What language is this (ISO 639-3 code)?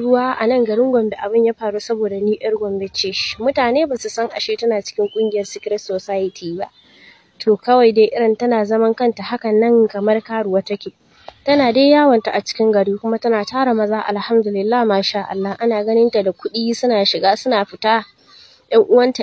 hau